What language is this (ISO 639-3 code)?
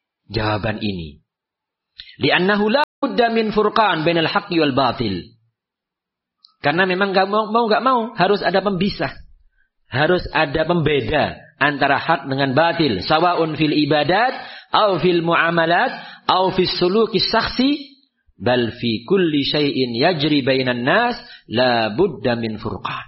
ind